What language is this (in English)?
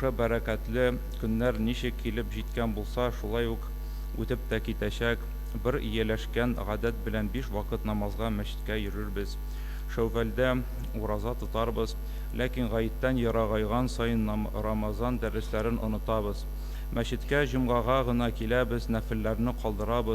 Tatar